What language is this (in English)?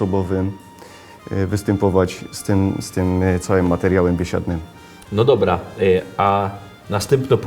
Silesian